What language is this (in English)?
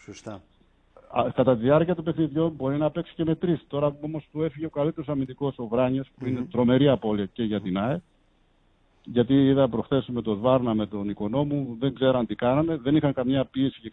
Greek